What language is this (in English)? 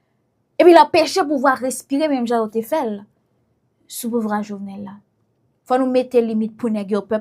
Haitian Creole